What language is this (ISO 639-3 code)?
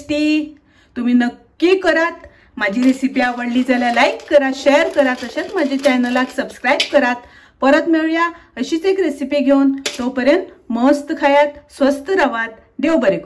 kok